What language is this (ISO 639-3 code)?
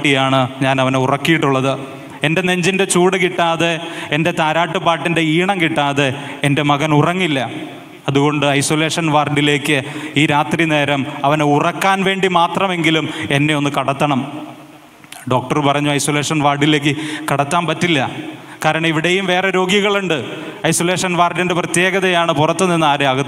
mal